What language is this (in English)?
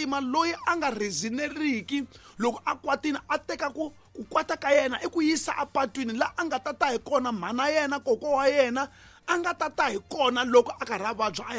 Tsonga